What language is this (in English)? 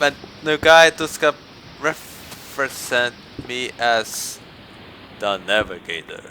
Faroese